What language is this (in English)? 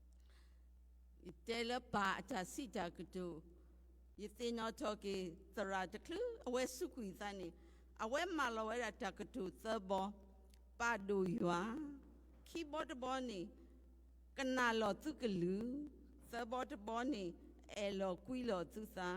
S'gaw Karen